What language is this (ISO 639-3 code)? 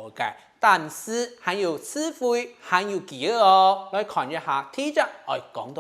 hak